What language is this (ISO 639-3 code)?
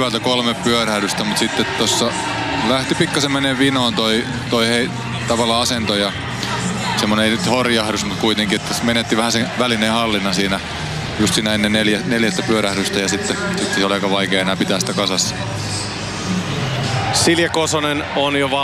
fin